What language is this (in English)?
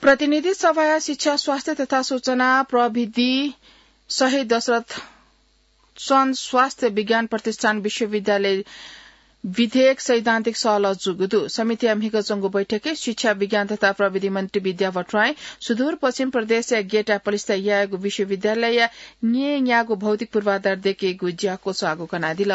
Newari